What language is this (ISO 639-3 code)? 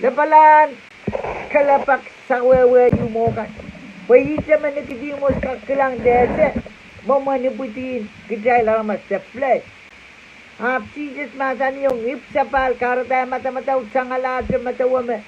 pon